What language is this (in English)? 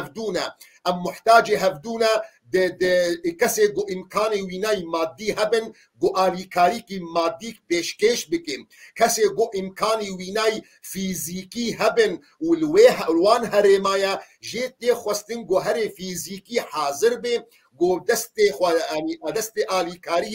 Kurdish